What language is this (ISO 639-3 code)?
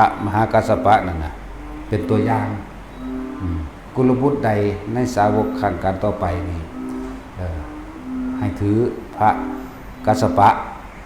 lao